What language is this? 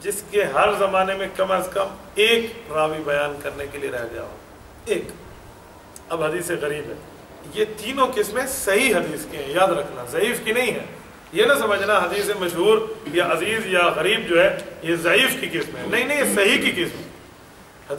Urdu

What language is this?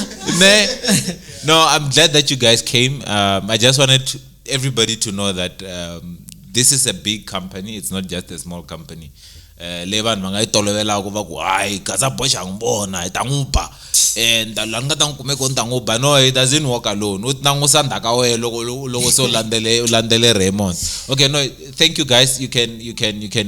Tsonga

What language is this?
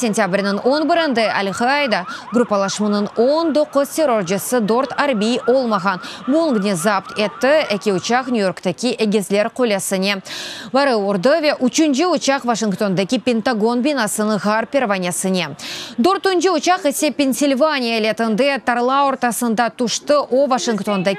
Crimean Tatar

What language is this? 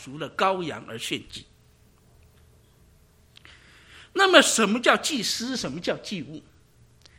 Chinese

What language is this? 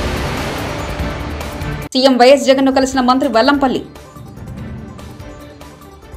Telugu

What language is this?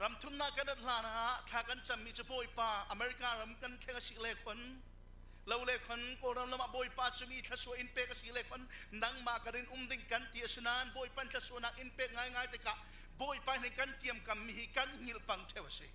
Falam Chin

